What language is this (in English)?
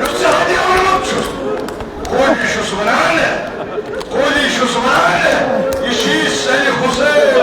Kashmiri